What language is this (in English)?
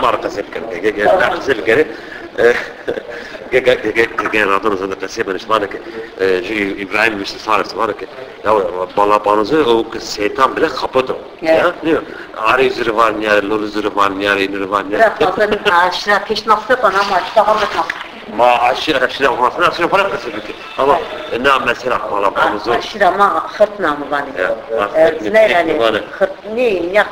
Zaza